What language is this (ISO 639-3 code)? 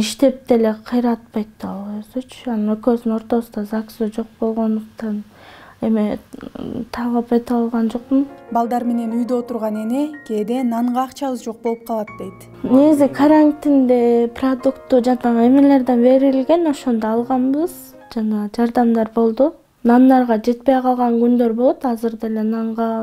kir